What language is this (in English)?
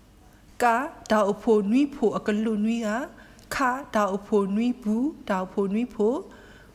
S'gaw Karen